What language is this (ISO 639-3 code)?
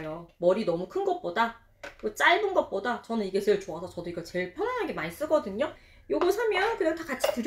kor